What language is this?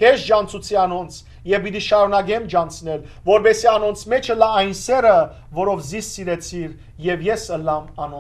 Western Armenian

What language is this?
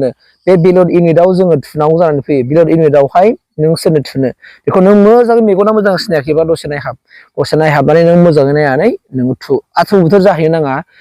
Bodo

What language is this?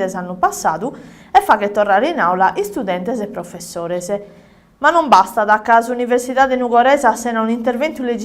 Sardinian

